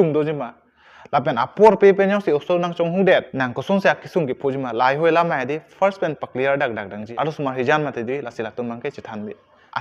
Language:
Karbi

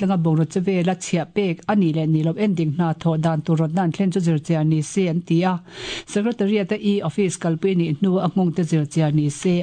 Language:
Mizo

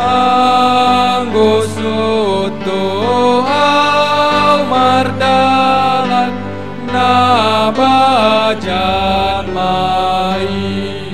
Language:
Batak Simalungun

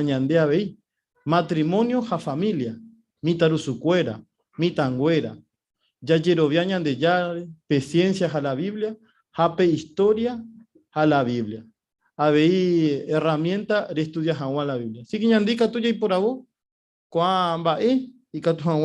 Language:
Guarani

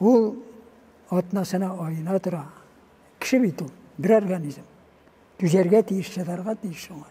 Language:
Tatar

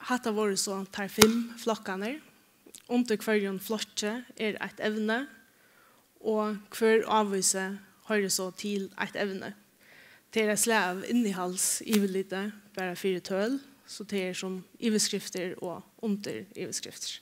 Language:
Faroese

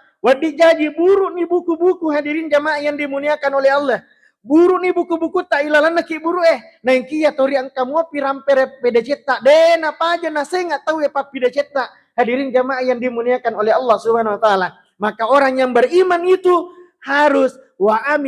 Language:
Buginese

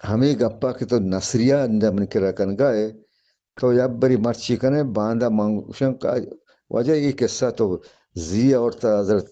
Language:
Eastern Balochi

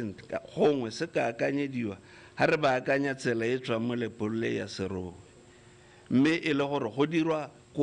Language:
Tswana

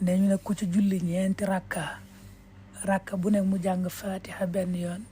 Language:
Wolof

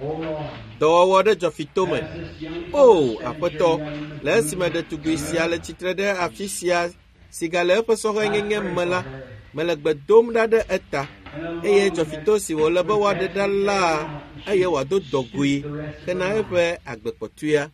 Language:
Ewe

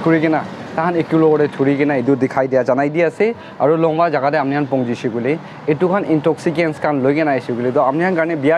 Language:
Naga Pidgin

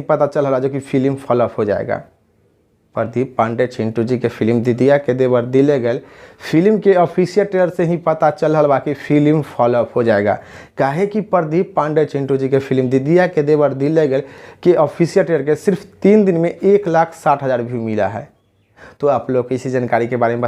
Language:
Bhojpuri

